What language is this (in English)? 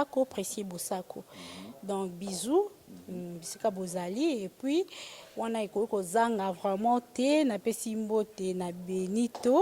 Lingala